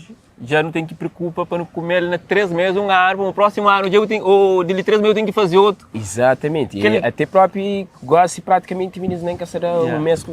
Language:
Kabuverdianu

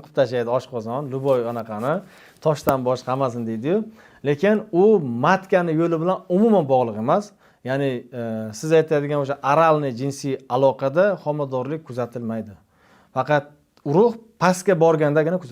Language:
Uzbek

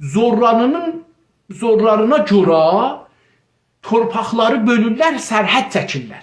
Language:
South Azerbaijani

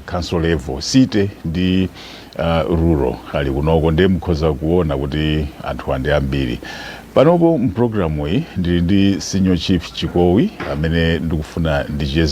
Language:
Nyanja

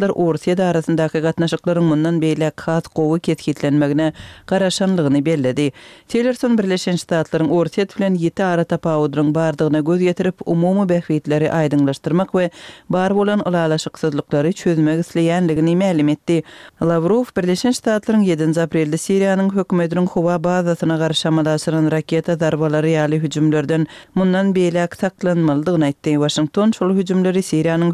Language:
Turkmen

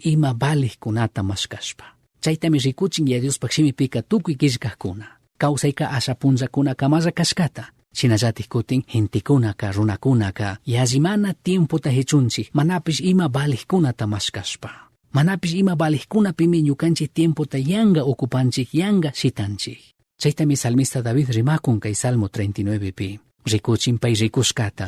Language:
Chimborazo Highland Quichua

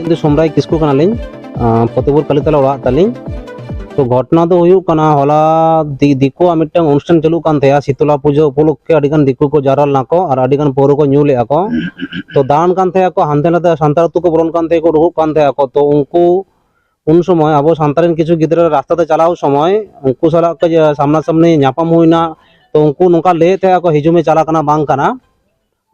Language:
Santali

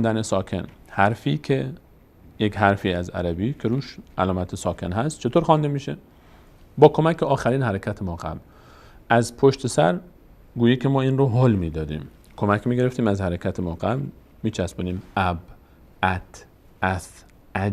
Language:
Persian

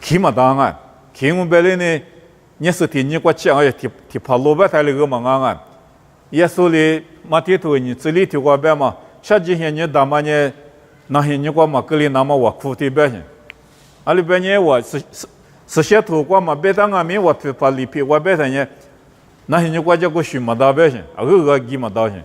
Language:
Lisu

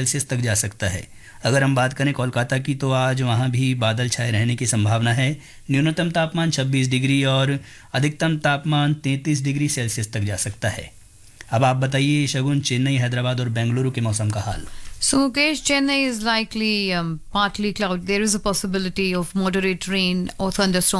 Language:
Hindi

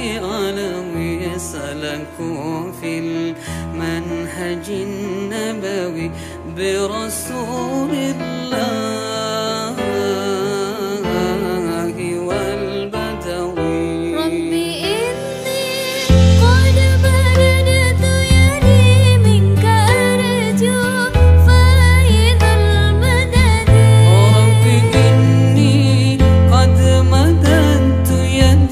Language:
Arabic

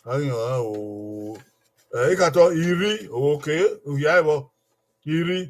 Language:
Bini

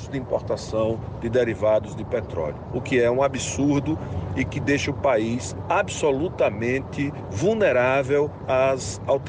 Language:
Portuguese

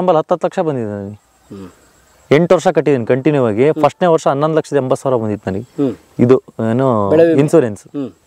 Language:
Kannada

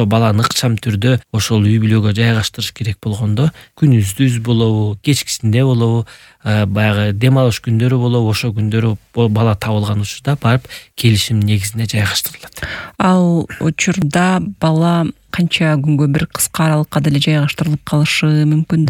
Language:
Kyrgyz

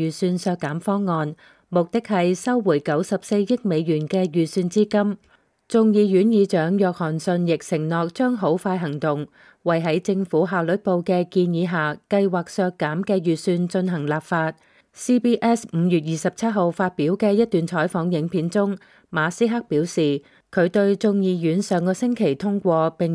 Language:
Cantonese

